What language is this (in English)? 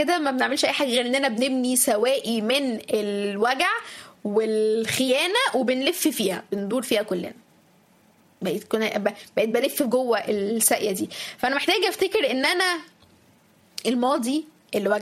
Egyptian Arabic